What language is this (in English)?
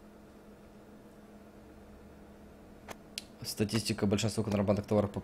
Russian